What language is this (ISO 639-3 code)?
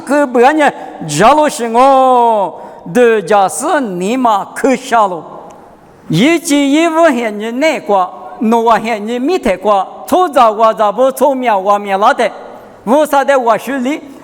lis